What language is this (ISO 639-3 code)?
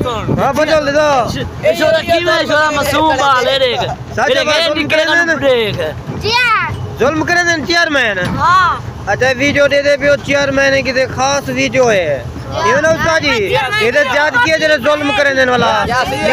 skr